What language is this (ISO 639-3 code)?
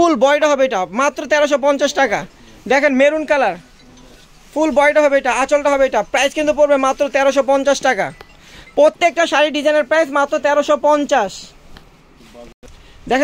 ben